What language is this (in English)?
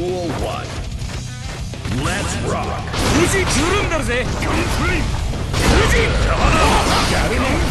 Japanese